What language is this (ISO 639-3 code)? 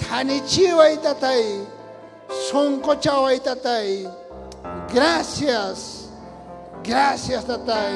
quh